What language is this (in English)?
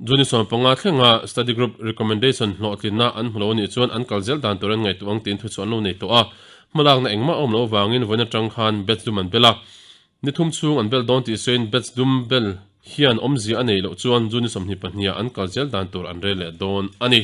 Mizo